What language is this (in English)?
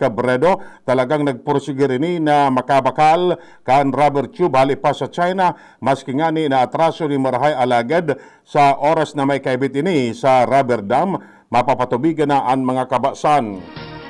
Bikol